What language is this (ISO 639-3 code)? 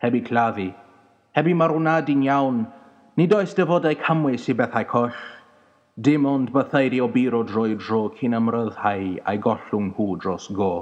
cym